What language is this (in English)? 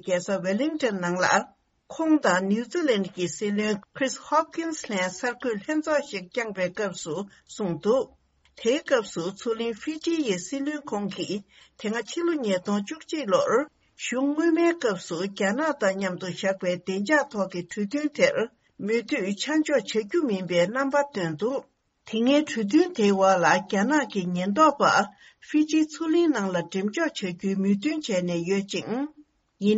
Tibetan